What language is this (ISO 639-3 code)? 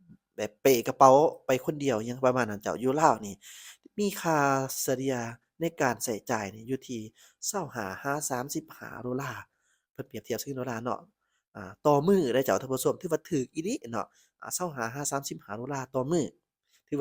lao